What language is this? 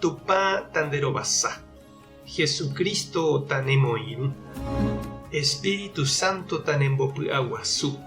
Guarani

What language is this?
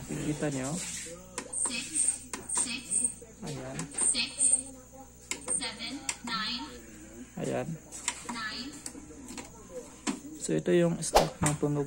Filipino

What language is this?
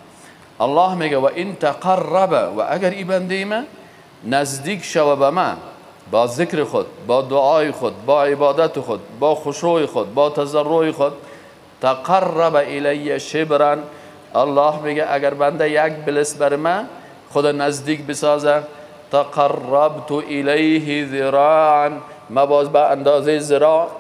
Persian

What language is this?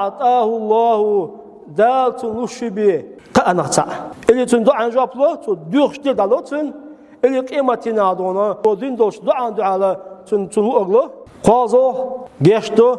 Chechen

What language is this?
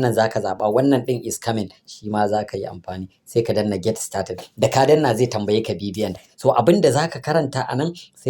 Hausa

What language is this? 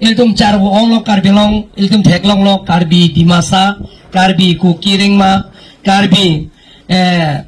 Karbi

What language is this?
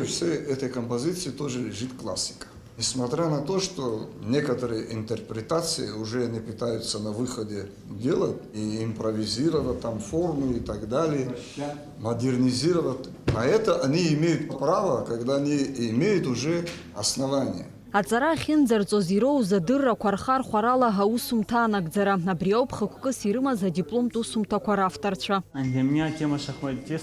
Abkhazian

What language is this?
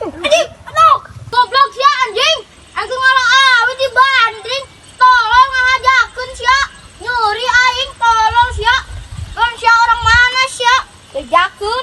Sundanese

